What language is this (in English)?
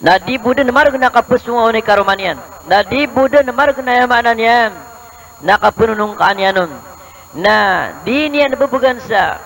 Maranao